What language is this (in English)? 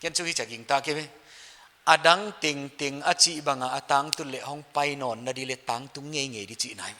Paite Chin